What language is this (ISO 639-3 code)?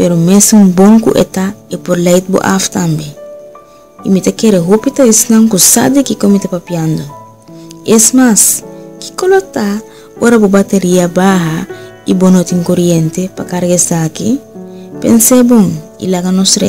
pap